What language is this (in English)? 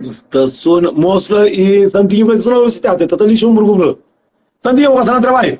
Kabuverdianu